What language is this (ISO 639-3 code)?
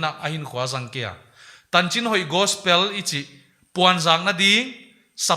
pck